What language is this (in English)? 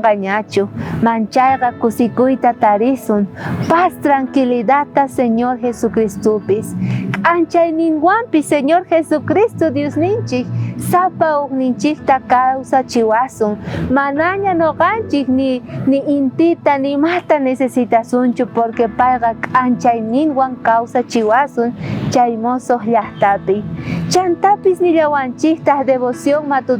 South Bolivian Quechua